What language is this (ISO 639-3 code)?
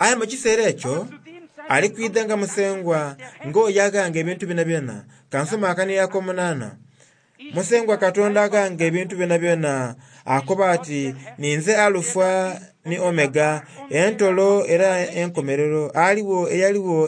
xog